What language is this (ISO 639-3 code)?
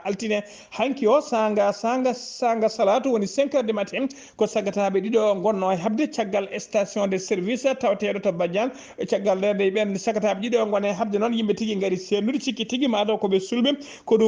ful